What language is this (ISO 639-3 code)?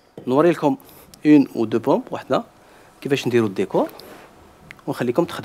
arq